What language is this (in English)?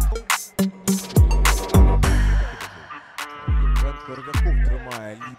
Ukrainian